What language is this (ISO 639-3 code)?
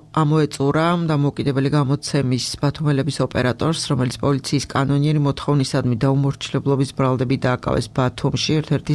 kat